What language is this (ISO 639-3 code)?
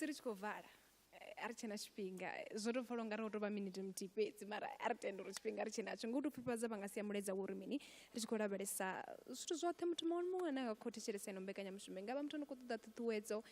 ven